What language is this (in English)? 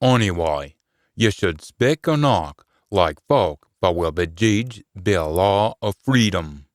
Scots